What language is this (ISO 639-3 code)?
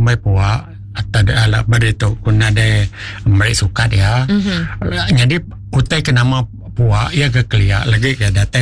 iba